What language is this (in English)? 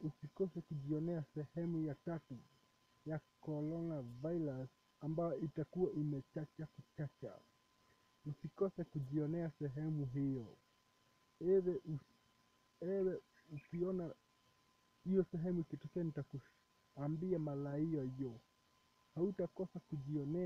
Swahili